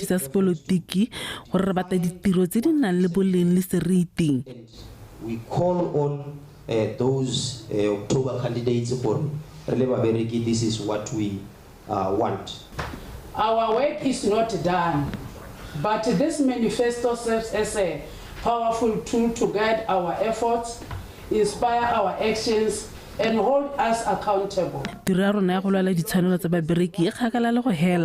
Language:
Tswana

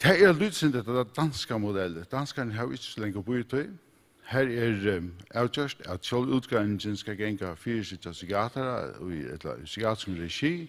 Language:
Faroese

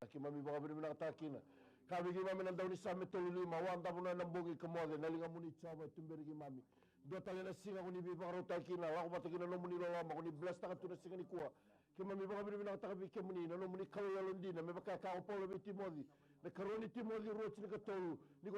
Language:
Fijian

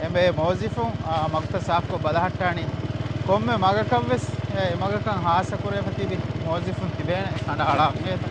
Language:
Divehi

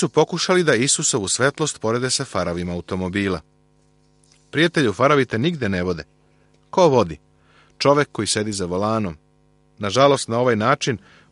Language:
Serbian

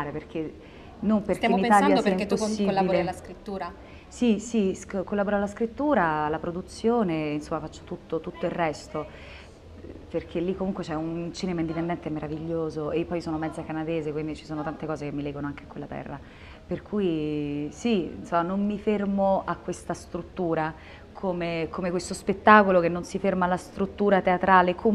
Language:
Italian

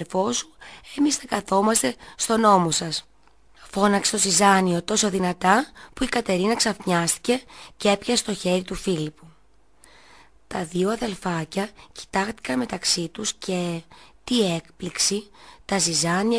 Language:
Greek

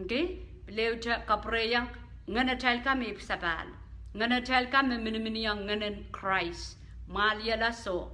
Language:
Pohnpeian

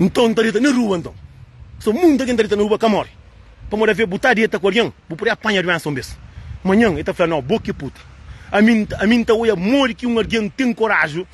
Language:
Kabuverdianu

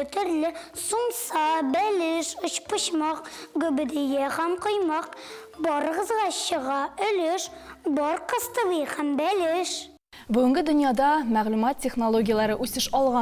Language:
Tatar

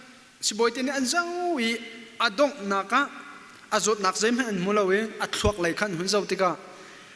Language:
Hakha Chin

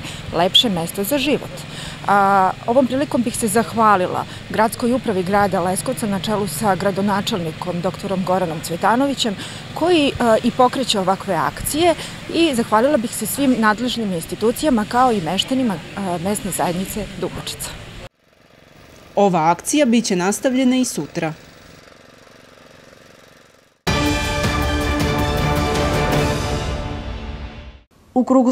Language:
Serbian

